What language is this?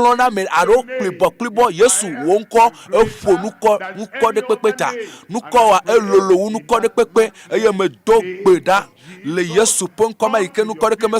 Ewe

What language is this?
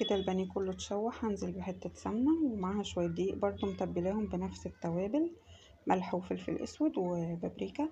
Egyptian Arabic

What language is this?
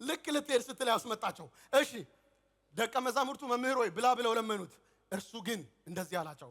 Amharic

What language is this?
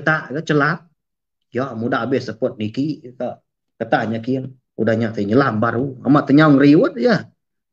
Iban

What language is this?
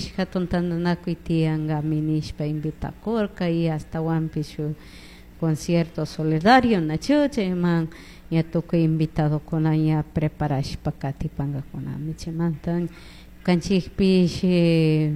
Chimborazo Highland Quichua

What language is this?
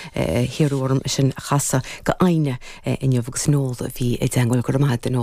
Irish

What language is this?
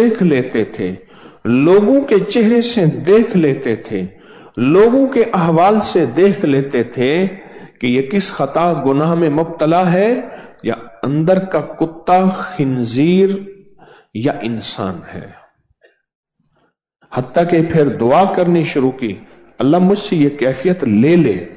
Urdu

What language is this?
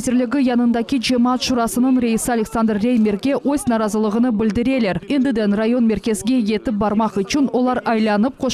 Crimean Tatar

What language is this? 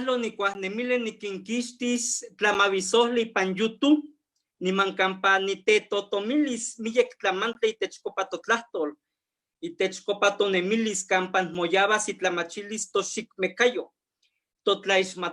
Eastern Huasteca Nahuatl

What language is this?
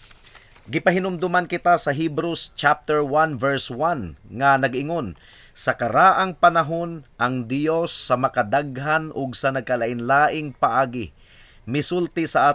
Cebuano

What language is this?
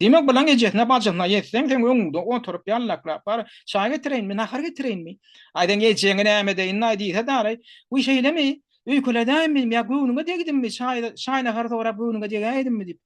Turkmen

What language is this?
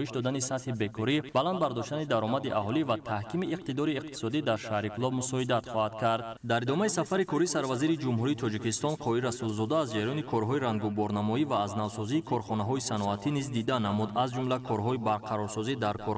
Tajik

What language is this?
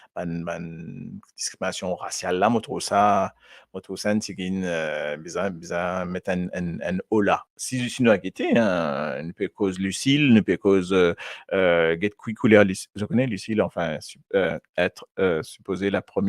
Morisyen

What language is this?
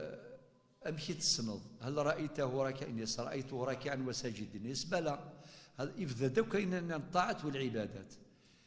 Kabyle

